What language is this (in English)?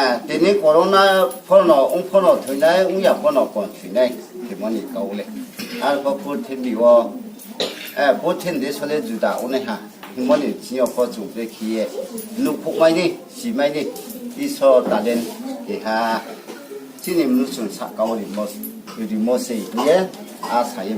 Riang (India)